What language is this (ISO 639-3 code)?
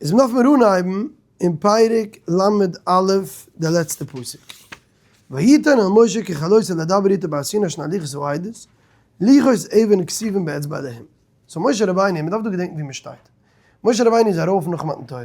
yid